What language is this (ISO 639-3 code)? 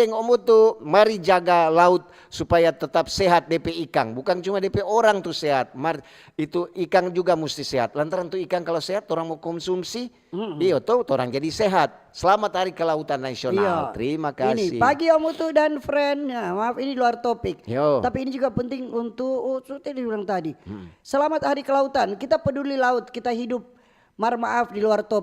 xmm